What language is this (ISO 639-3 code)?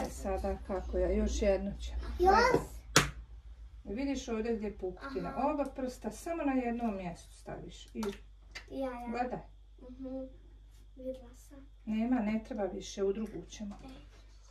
bos